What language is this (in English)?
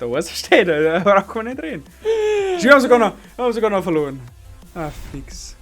Bavarian